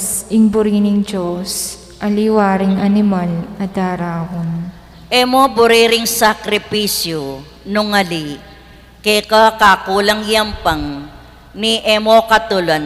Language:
Pampanga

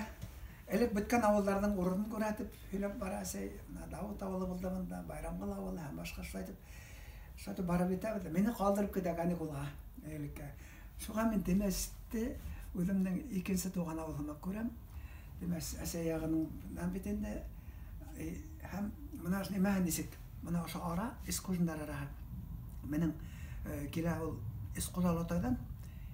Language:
Bashkir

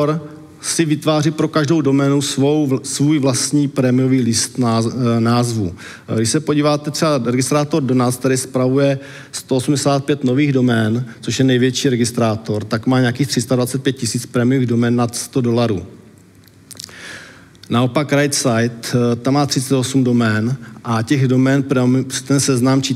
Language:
Czech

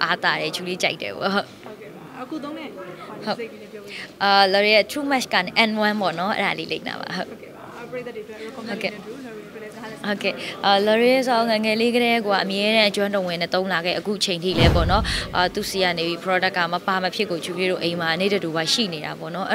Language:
Burmese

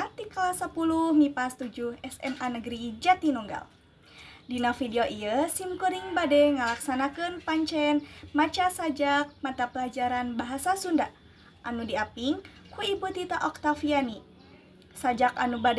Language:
Sundanese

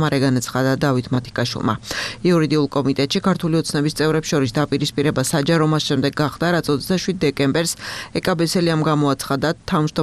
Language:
Georgian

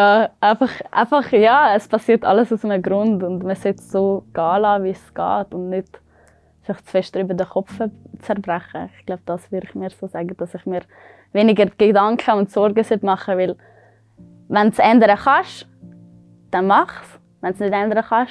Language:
Swiss German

